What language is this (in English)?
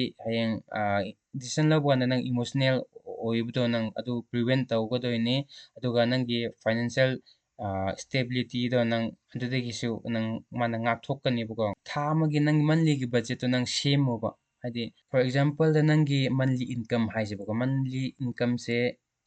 Manipuri